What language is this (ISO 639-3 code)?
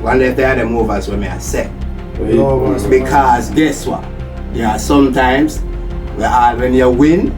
jam